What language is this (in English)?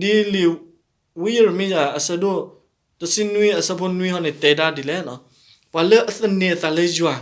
S'gaw Karen